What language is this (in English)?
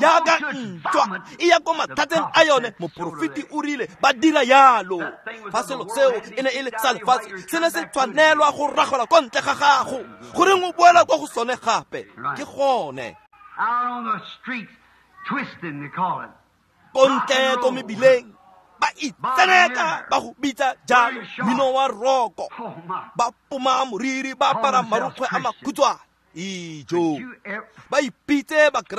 Tswana